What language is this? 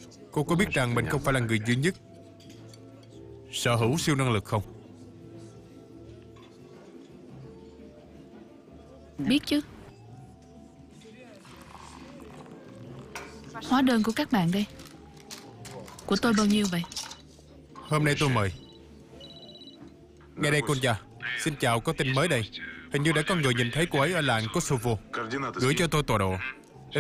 Vietnamese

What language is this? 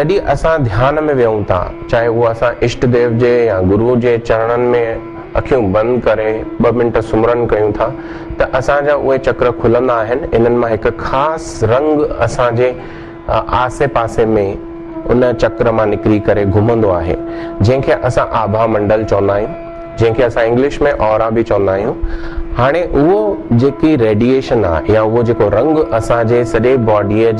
Sindhi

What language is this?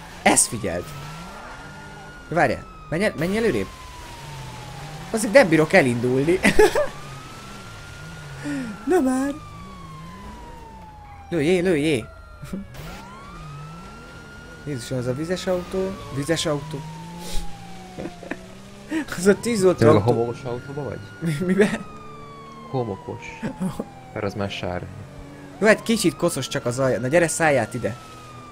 Hungarian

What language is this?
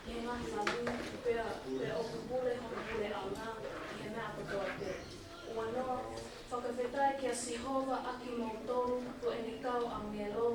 Tongan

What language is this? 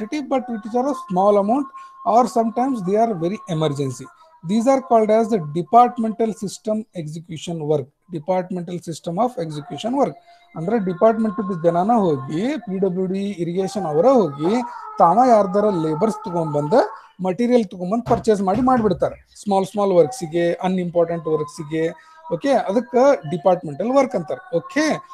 Kannada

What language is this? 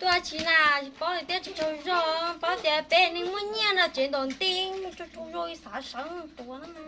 Hmong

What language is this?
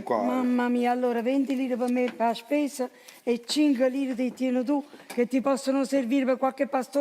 Neapolitan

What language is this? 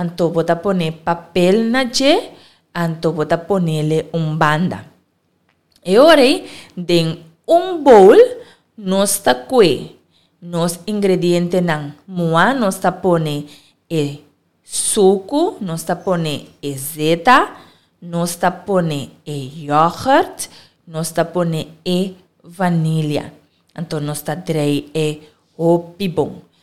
Papiamento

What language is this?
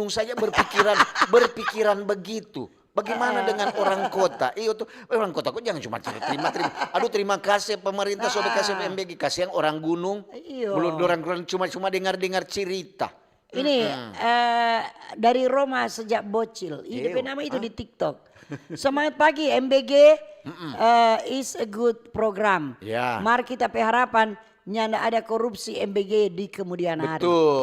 Manado Malay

